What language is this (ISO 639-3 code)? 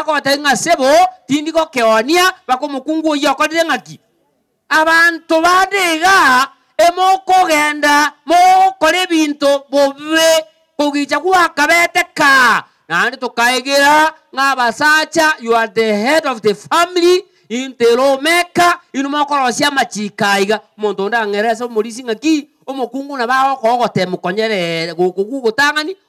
guz